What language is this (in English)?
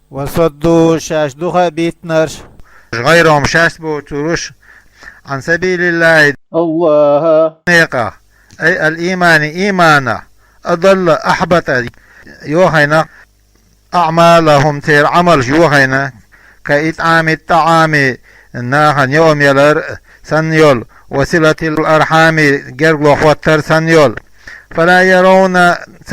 Chechen